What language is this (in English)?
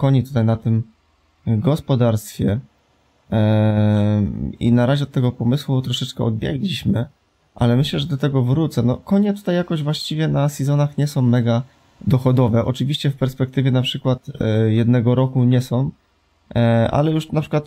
Polish